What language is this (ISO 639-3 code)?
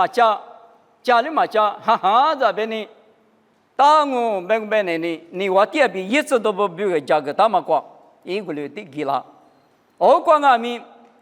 lis